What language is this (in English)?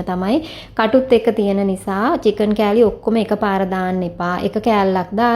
Sinhala